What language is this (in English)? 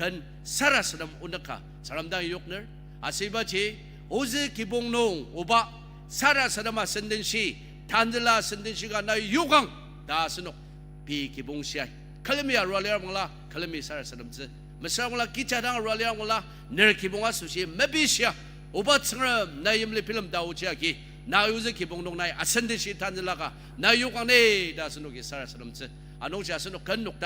Ao Naga